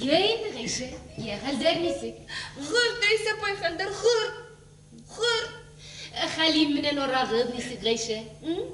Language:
Bashkir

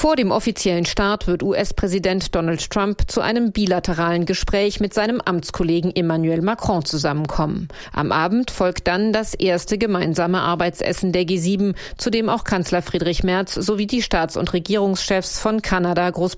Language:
German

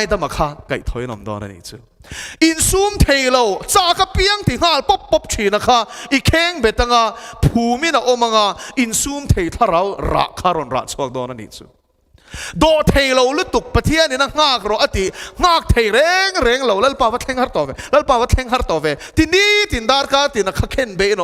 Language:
Mizo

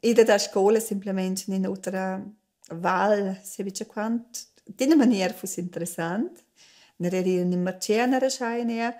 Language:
Romansh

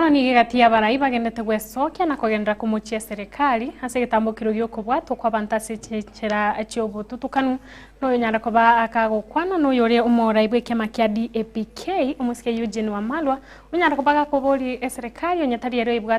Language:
Gusii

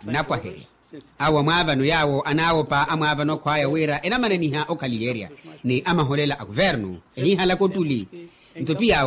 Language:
Makhuwa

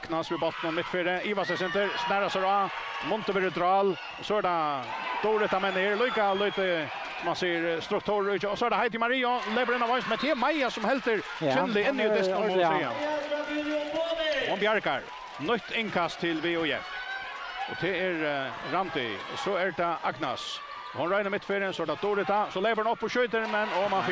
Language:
Faroese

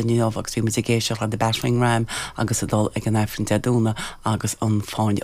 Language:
Irish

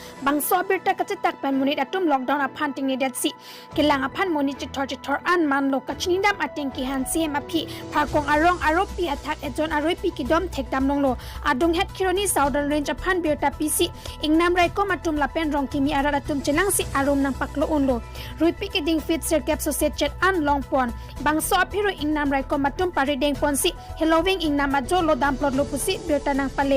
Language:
Karbi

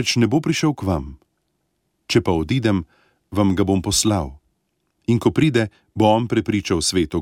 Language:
Slovenian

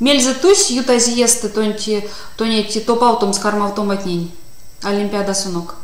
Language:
Erzya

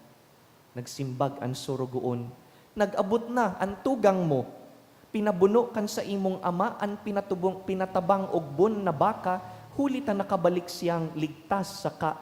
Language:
Bikol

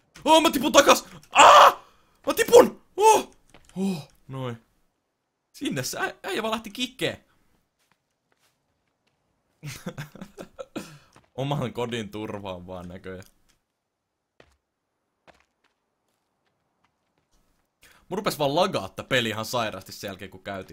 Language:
Finnish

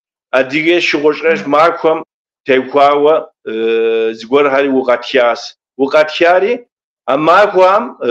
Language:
Kabardian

